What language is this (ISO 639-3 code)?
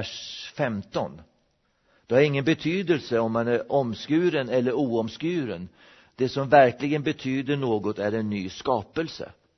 swe